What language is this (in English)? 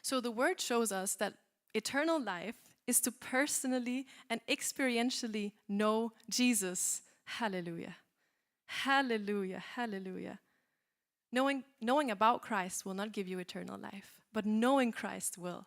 English